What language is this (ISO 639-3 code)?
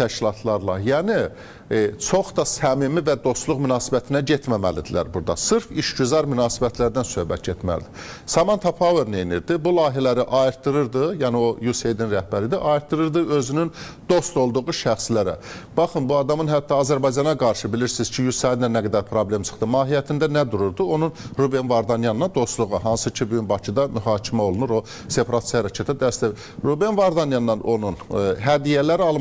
aze